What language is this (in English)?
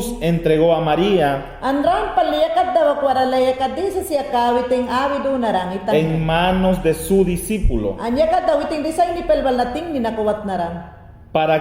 Mayangna